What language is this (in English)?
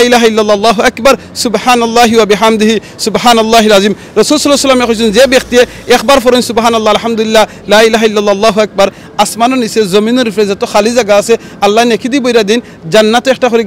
Sylheti